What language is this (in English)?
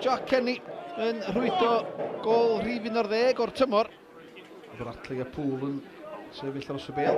Welsh